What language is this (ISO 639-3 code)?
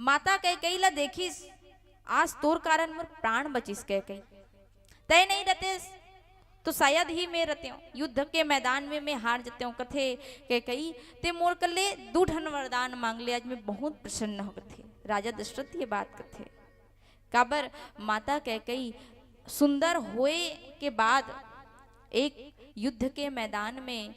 hne